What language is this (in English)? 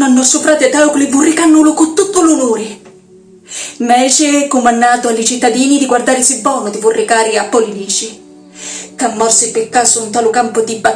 Sicilian